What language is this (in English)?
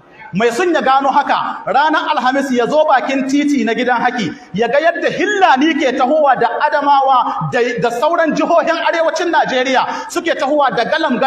Hausa